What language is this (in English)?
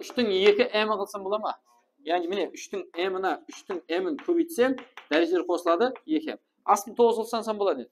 Kara-Kalpak